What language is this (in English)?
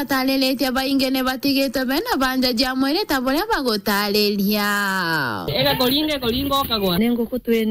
Meru